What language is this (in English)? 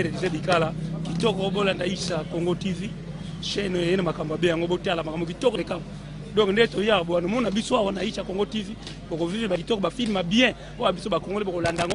Lingala